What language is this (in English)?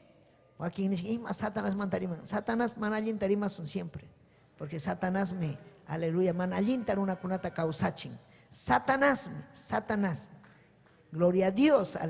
Ayacucho Quechua